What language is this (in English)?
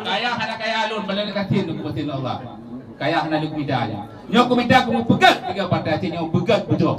Achinese